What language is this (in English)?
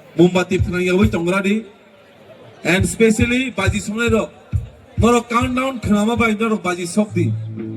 Kok Borok